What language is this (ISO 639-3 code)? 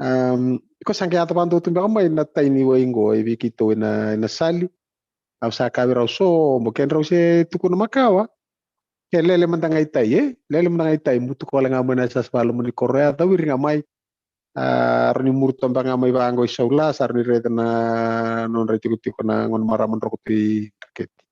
fij